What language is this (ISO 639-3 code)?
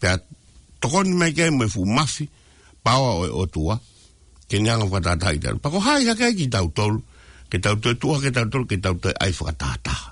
ton